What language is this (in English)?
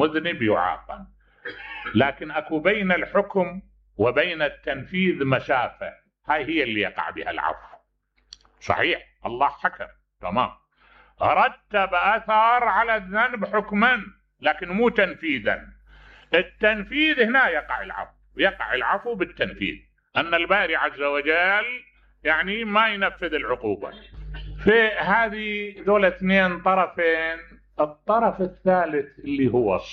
Mesopotamian Arabic